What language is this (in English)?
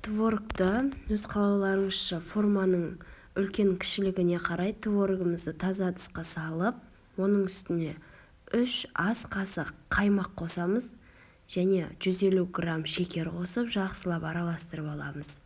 Kazakh